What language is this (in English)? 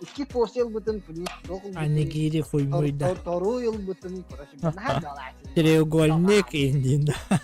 Yakut